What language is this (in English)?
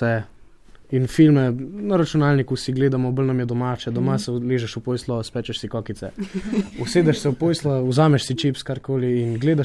Slovenian